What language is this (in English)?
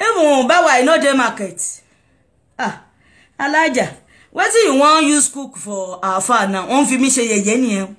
Yoruba